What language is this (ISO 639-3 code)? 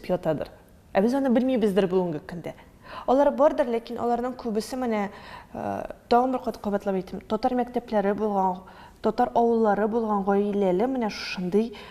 tat